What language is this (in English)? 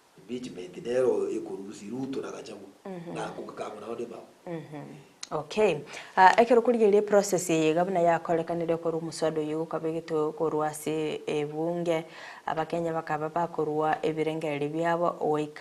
Gusii